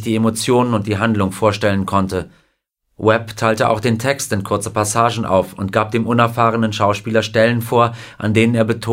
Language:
German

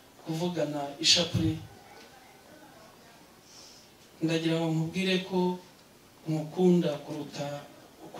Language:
Kinyarwanda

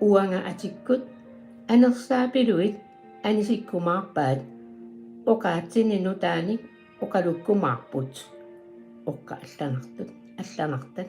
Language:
Kalaallisut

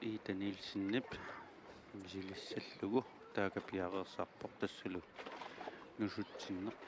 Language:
Kalaallisut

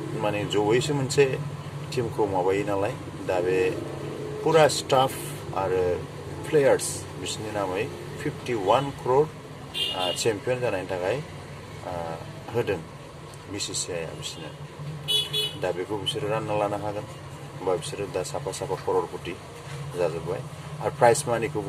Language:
Bodo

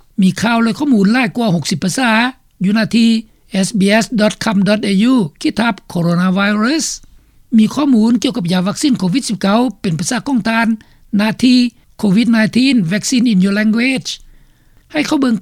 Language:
Lao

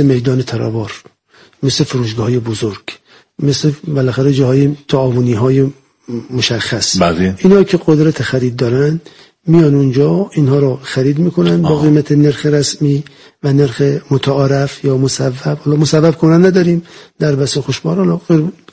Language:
Persian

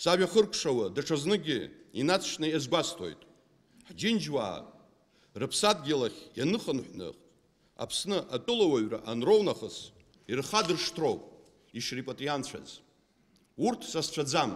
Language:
Abkhazian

